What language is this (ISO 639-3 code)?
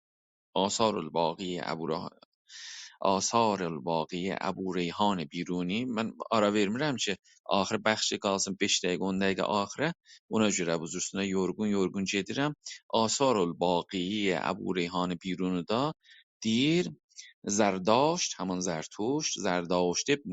azb